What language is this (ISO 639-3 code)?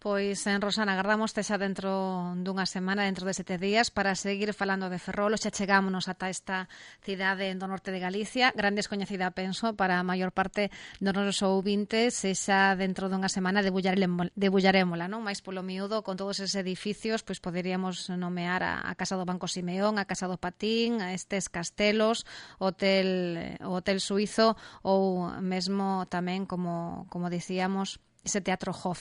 glg